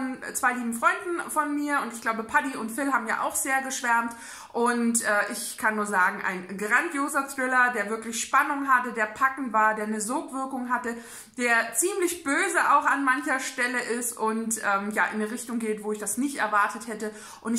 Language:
German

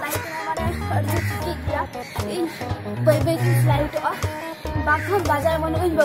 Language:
Santali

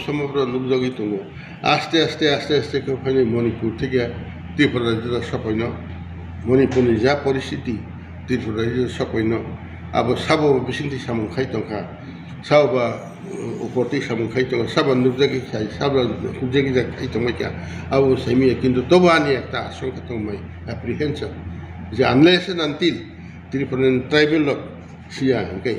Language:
Kok Borok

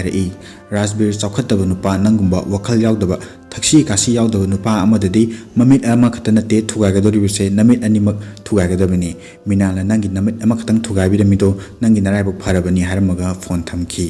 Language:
Manipuri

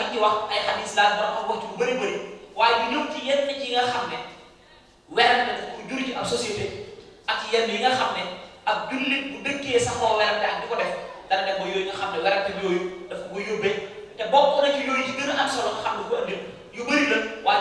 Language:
Wolof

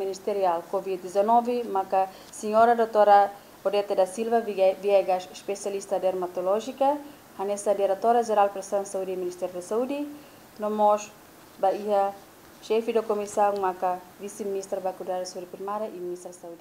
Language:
Tetum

